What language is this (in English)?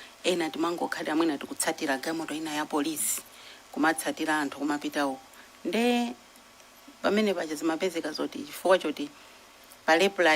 Nyanja